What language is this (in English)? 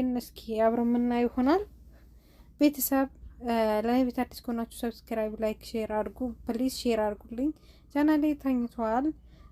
Amharic